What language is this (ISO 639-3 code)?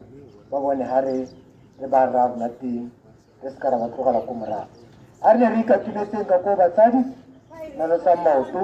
tsn